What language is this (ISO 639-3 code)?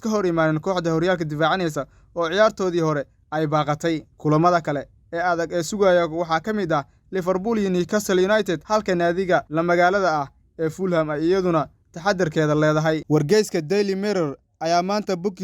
som